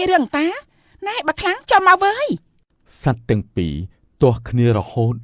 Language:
Khmer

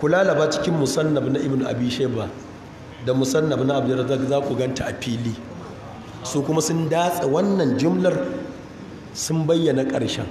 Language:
Hausa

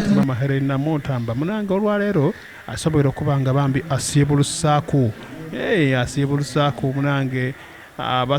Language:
Soga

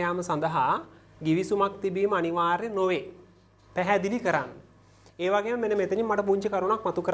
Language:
Sinhala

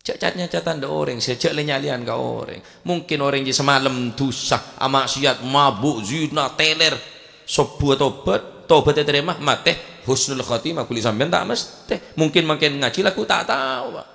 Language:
Madurese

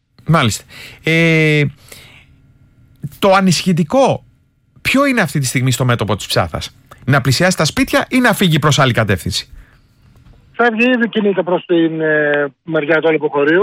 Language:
Greek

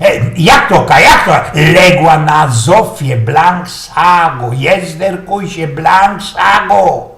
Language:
Silesian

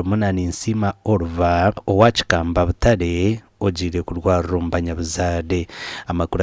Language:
Nyankole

